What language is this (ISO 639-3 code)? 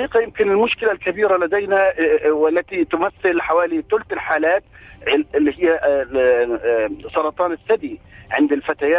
ara